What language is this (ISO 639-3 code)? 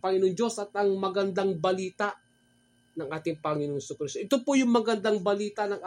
fil